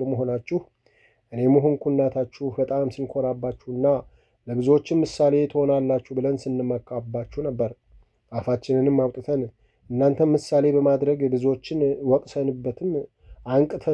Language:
Amharic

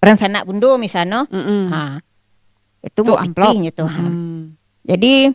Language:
Minangkabau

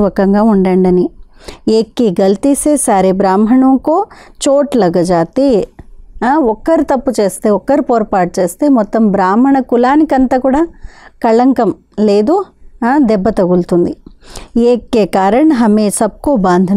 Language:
Telugu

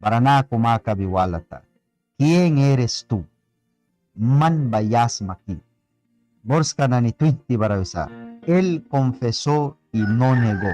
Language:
Mískito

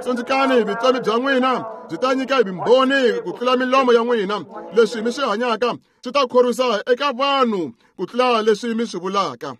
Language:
Tsonga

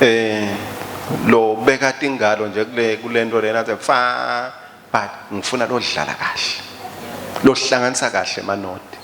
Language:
Swati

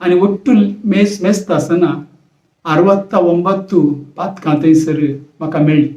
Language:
Konkani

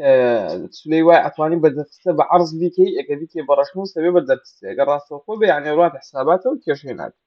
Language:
Central Kurdish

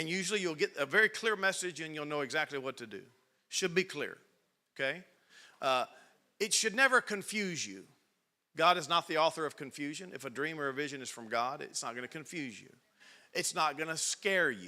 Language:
English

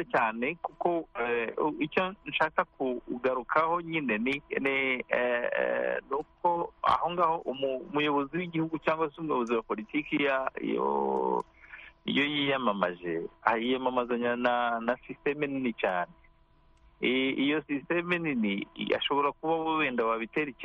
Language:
Kinyarwanda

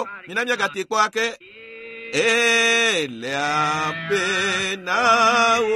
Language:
Ewe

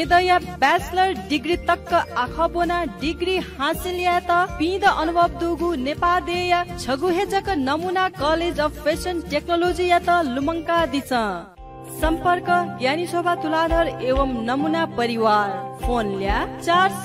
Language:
Newari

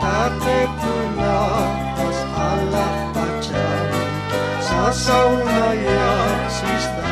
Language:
Aymara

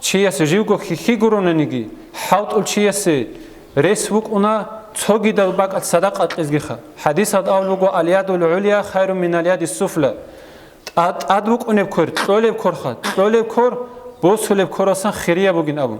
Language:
Avaric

